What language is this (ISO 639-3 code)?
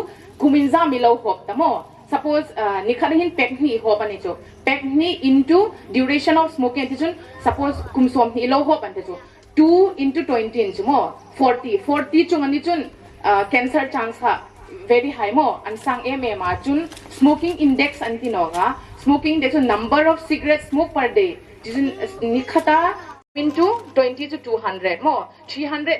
hmr